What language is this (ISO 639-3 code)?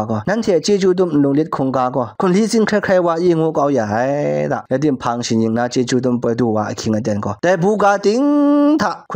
kac